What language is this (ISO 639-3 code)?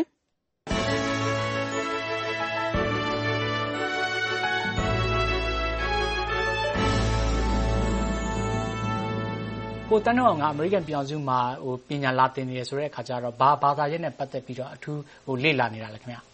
mya